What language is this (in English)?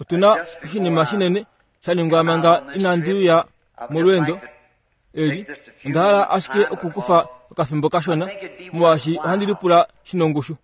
Kuanyama